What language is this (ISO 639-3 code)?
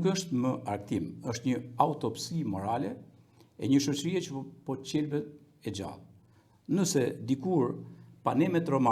sqi